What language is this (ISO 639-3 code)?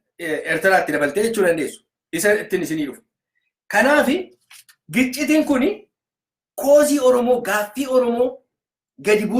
orm